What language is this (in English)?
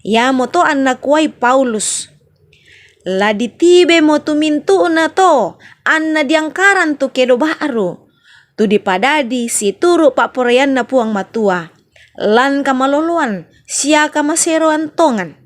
Toraja-Sa'dan